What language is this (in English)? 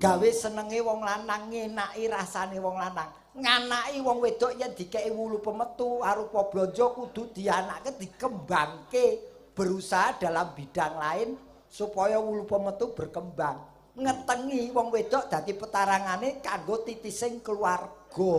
Javanese